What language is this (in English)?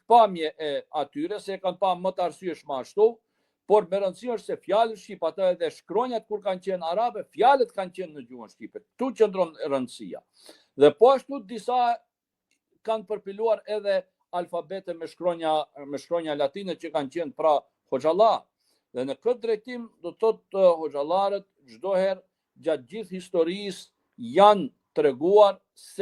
Albanian